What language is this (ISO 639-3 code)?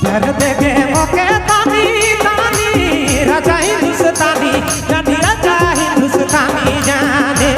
sck